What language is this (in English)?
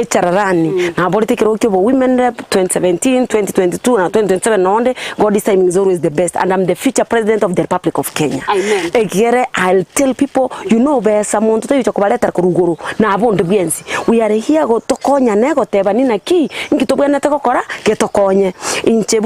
Gusii